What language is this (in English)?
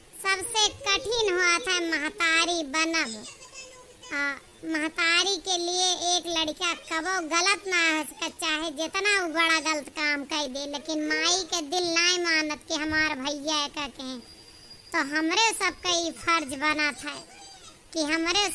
Awadhi